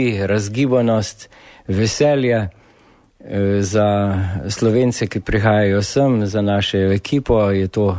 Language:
Slovenian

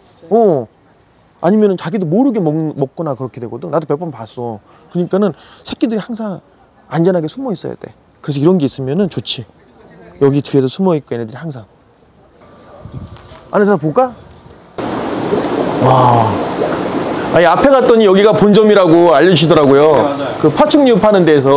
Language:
Korean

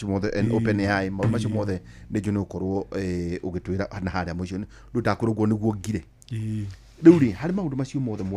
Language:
Kikuyu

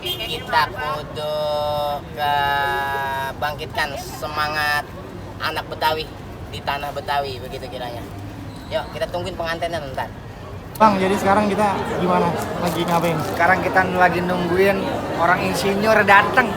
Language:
Betawi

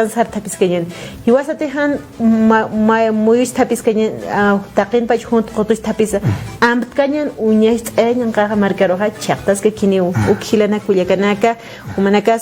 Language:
Aymara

